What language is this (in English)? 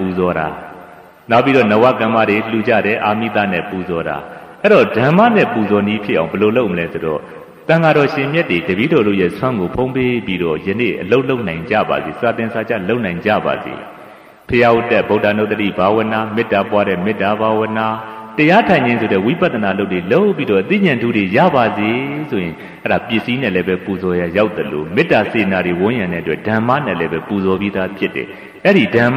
Burmese